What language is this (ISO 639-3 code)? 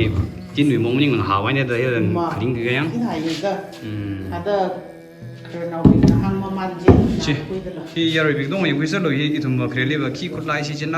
nmf